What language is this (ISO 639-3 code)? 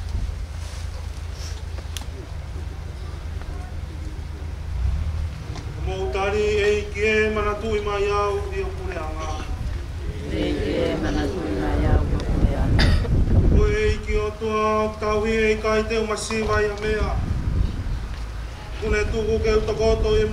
ton